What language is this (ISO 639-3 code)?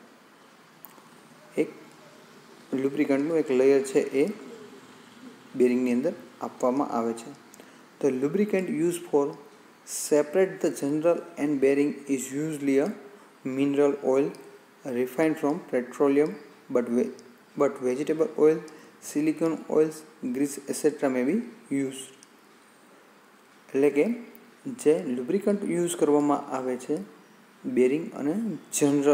guj